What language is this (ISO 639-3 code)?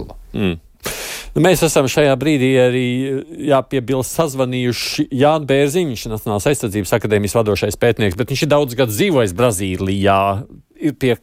lav